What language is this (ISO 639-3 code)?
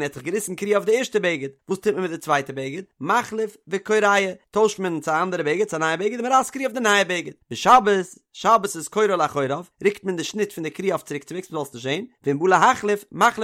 yid